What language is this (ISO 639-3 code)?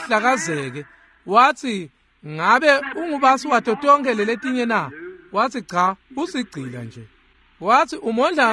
ssw